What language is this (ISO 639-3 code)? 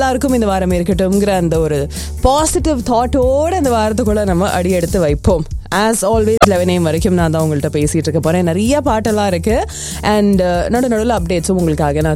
tam